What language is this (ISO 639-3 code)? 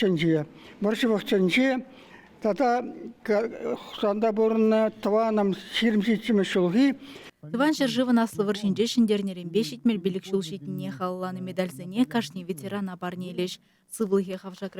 chv